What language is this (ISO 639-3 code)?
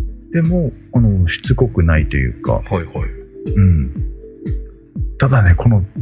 jpn